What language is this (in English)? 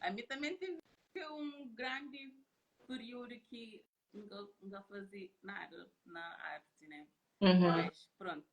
Kabuverdianu